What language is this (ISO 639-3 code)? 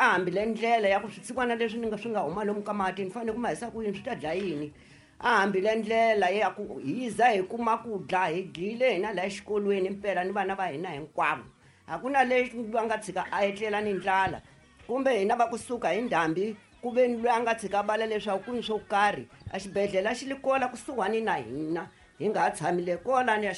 tso